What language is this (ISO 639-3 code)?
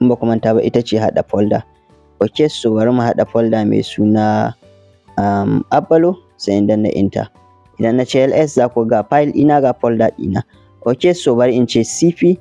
hau